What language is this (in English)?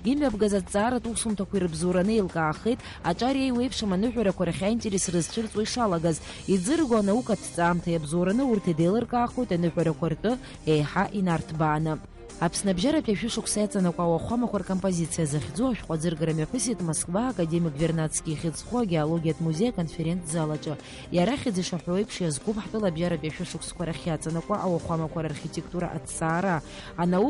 Abkhazian